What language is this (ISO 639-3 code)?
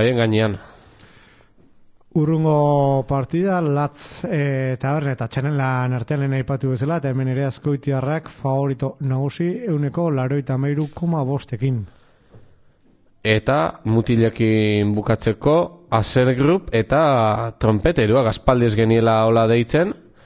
eus